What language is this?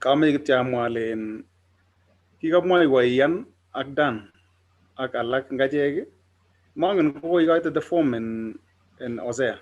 Kalenjin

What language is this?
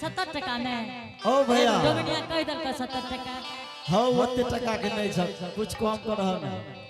Angika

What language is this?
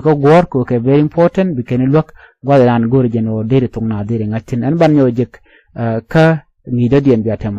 Nuer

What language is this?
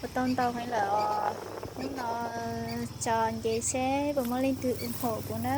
Hmong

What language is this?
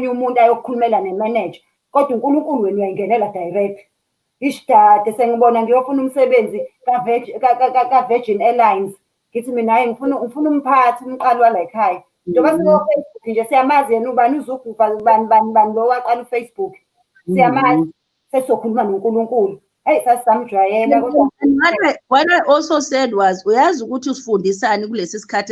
Zulu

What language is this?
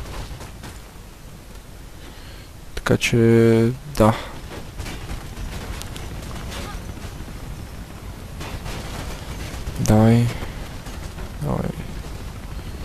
Bulgarian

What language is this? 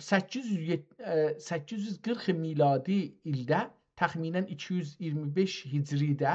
South Azerbaijani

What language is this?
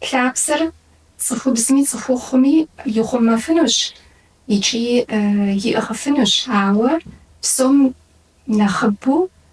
Kabardian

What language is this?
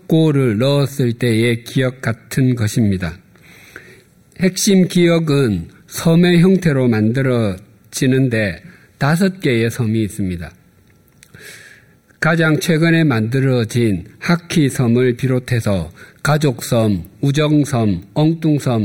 Korean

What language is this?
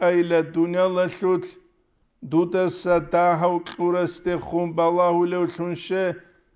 Avaric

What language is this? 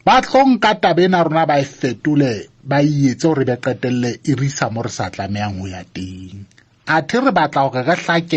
Southern Sotho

